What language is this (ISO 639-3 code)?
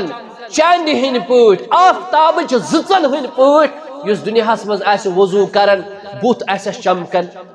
kas